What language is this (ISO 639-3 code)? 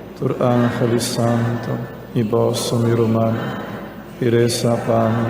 pap